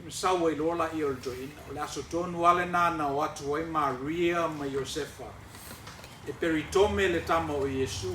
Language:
Samoan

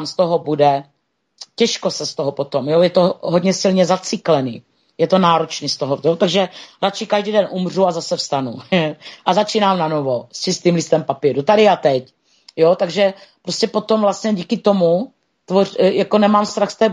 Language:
Czech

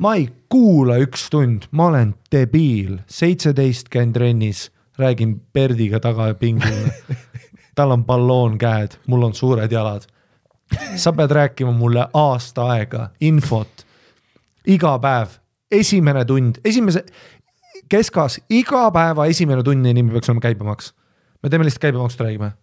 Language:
Estonian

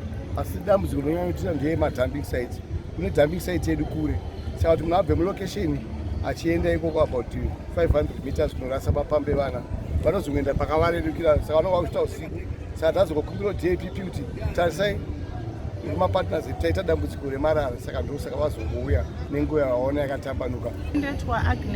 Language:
Shona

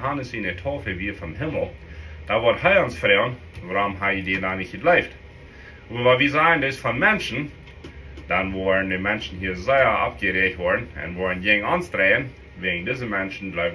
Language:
Plautdietsch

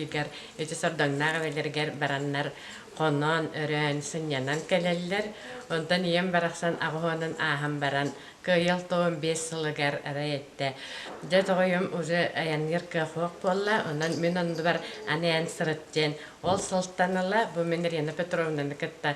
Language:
Yakut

